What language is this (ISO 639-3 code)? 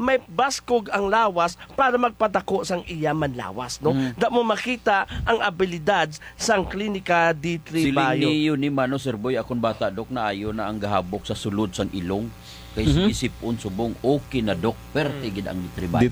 hil